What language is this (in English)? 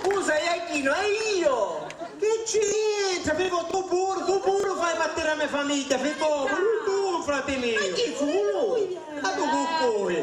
Sicilian